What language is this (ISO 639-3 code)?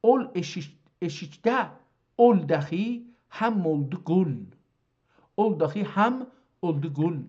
azb